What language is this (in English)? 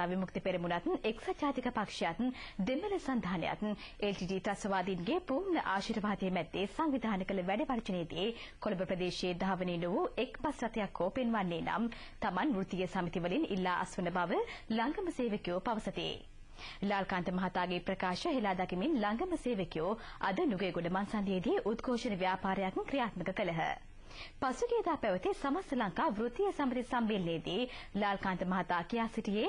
Sinhala